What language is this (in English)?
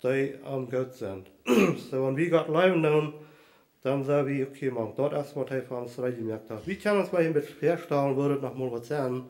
Plautdietsch